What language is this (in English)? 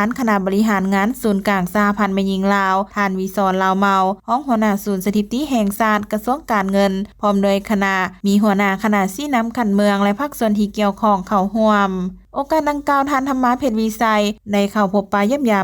Lao